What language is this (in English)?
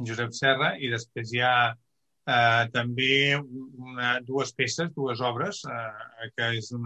Catalan